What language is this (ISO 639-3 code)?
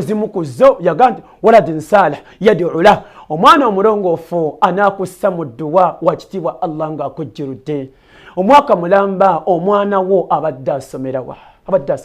lug